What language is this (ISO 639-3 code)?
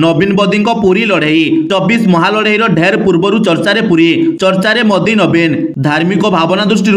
ori